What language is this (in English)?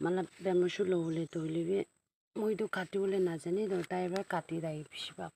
Naga Pidgin